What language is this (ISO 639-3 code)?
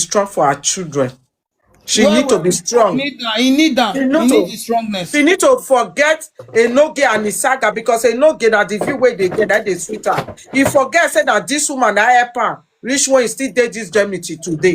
pcm